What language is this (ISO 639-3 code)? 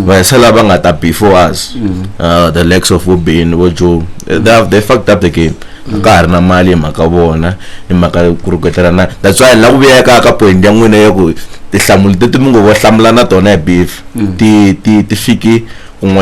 tso